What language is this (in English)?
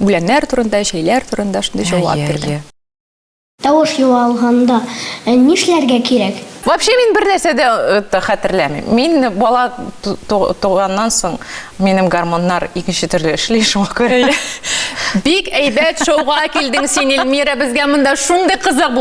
Tatar